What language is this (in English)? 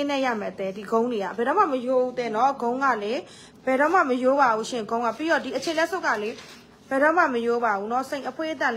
Burmese